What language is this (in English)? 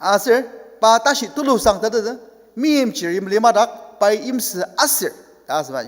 Ao Naga